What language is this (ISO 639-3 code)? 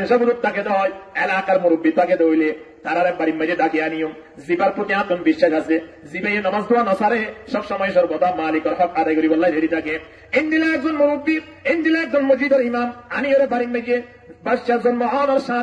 rhg